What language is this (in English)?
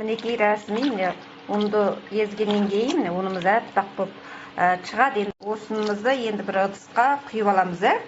Kazakh